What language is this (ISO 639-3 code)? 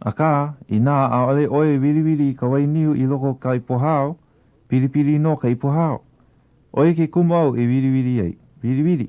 haw